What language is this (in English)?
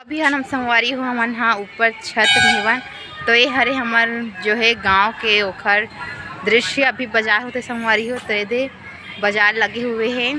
Chhattisgarhi